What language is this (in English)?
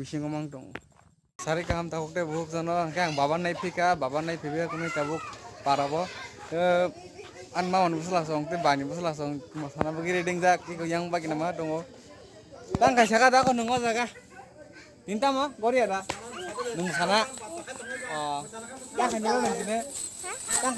Kok Borok